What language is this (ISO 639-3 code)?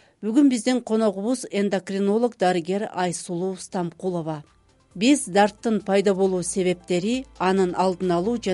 kir